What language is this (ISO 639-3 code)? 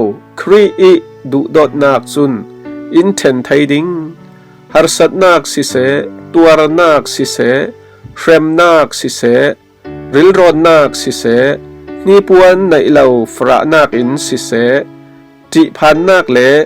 cfm